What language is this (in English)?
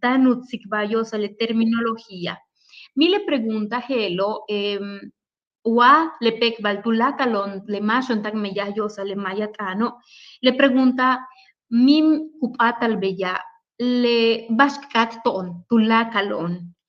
Yucateco